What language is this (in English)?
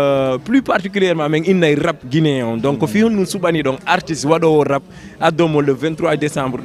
Fula